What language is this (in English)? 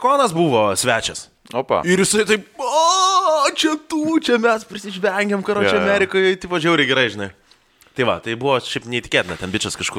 Lithuanian